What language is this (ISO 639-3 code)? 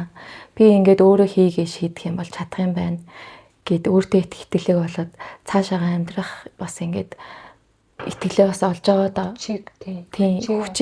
mon